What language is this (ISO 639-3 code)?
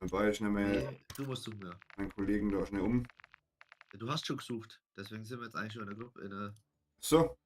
bar